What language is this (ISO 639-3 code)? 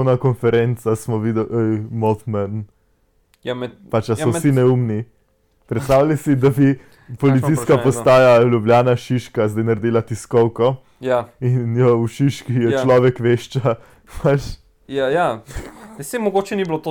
slv